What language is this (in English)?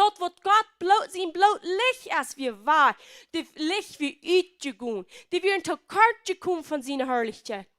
Plautdietsch